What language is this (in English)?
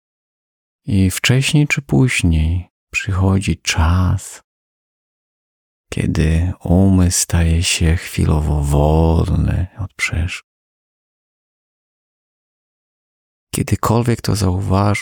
Polish